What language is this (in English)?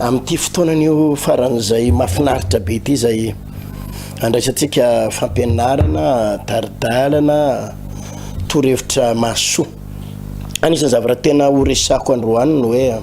Malagasy